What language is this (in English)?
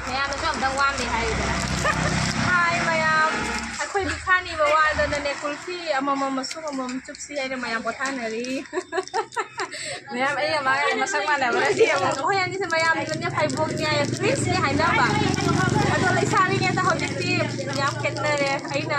Manipuri